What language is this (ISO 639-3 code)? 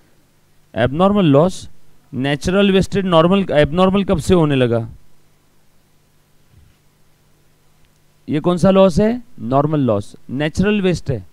hin